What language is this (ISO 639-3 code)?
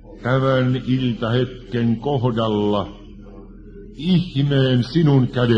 fin